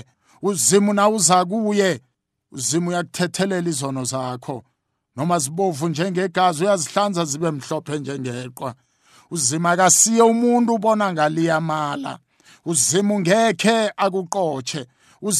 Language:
South Ndebele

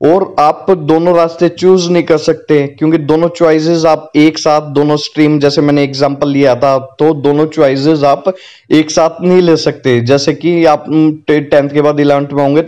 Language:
Hindi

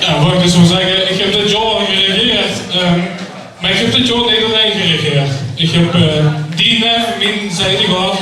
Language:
Limburgish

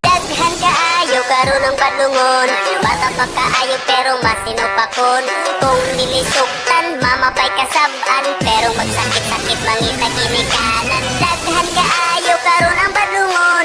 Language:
Cebuano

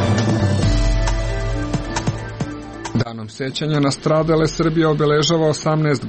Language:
Serbian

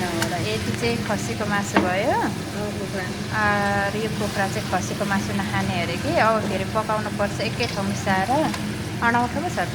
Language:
Nepali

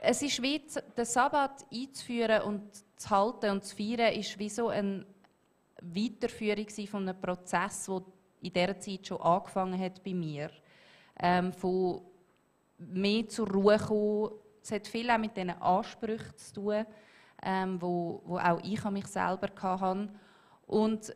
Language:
Swiss German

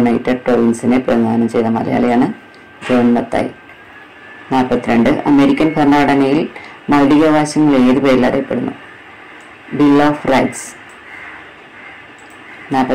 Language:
Malayalam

